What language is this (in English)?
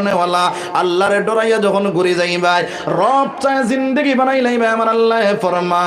Sylheti